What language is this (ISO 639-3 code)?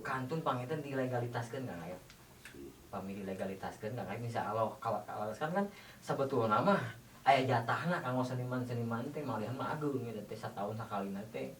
sun